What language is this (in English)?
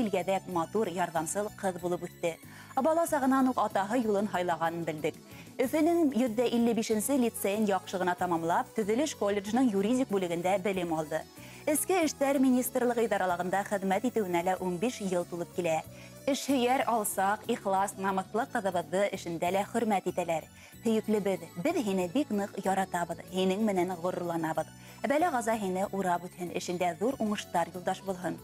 Bashkir